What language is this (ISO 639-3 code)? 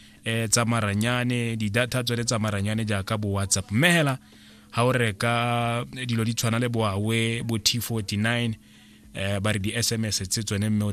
tsn